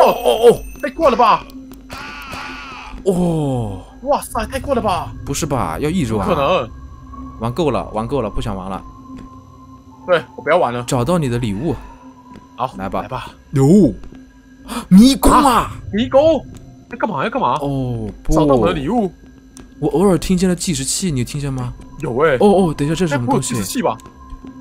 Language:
Chinese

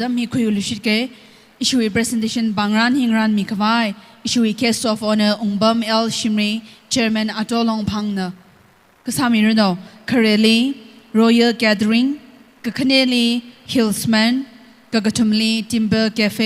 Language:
Tangkhul Naga (India)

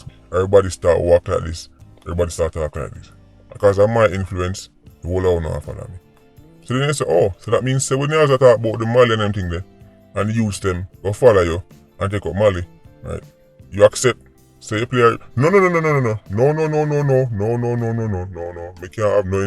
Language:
Jamaican Creole English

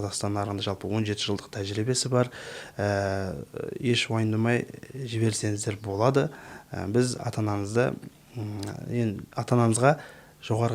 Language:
Kazakh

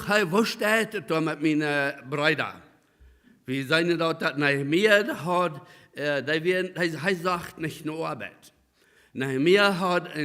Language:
Plautdietsch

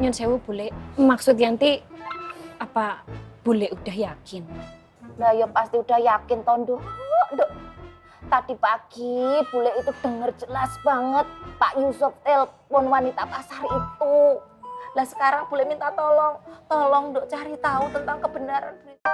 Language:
Betawi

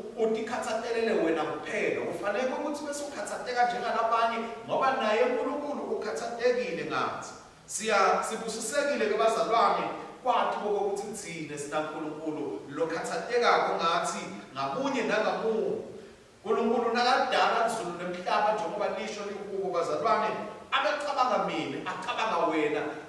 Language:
Swati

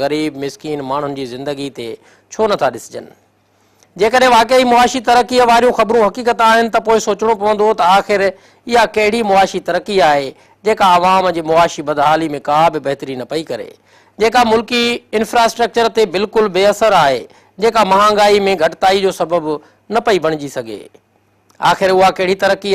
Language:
Sindhi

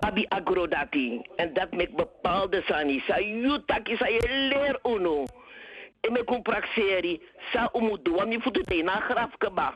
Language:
Sranan Tongo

